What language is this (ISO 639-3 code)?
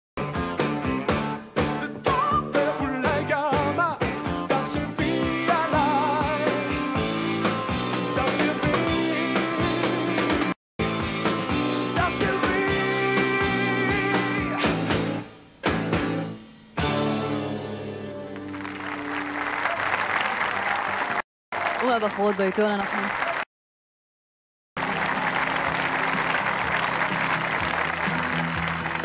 heb